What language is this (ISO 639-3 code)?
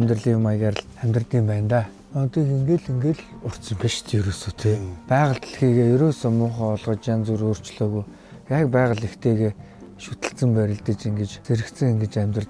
mon